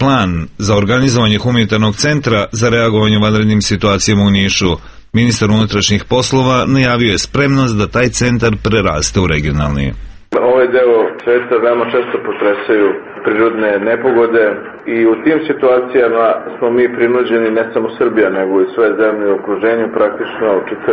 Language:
Serbian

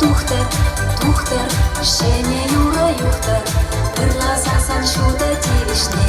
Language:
Chuvash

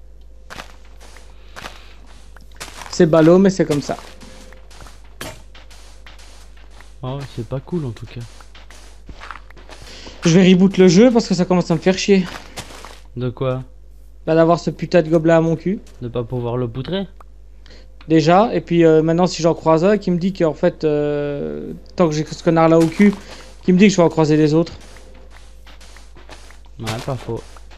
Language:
French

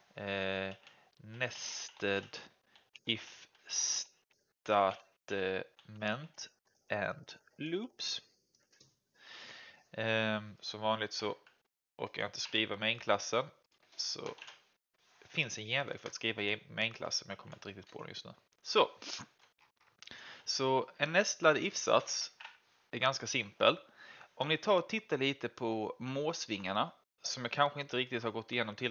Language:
Swedish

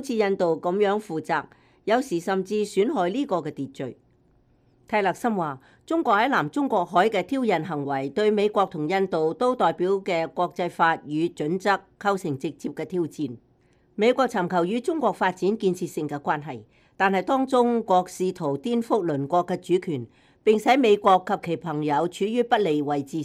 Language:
Cantonese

